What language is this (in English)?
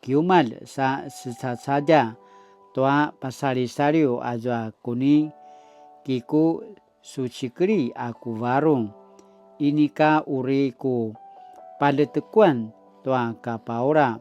Paiwan